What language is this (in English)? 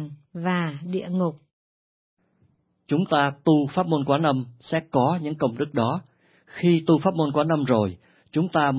Vietnamese